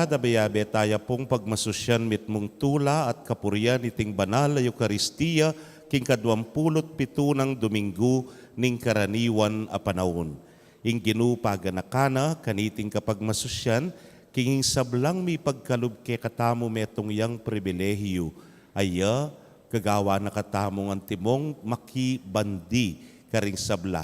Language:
Pampanga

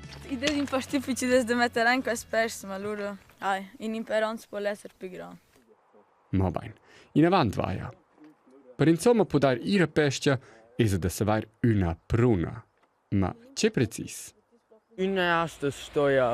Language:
Romansh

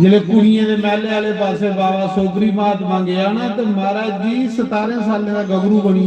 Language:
Dogri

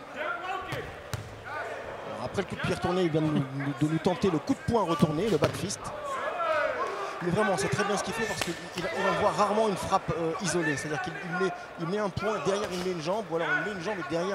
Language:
French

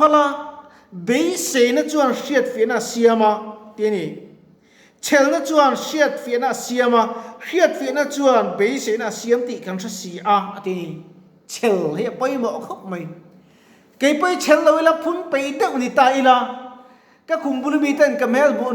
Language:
Mizo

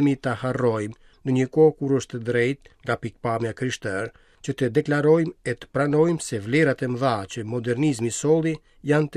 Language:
Albanian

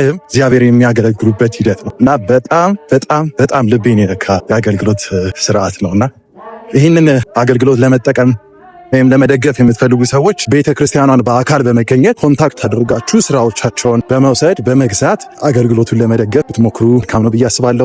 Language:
Amharic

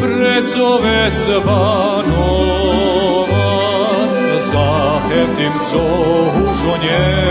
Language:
Rusyn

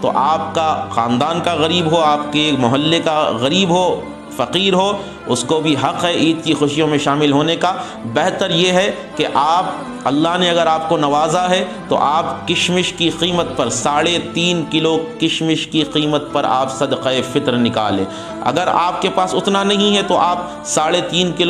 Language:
Urdu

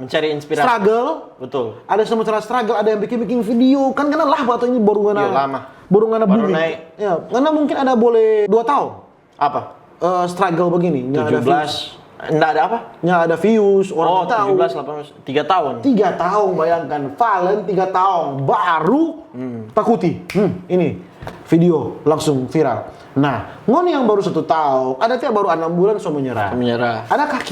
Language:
Manado Malay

